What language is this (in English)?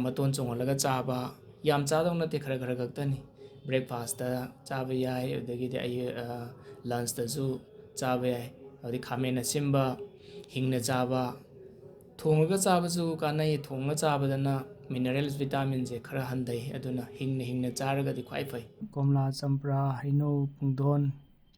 Manipuri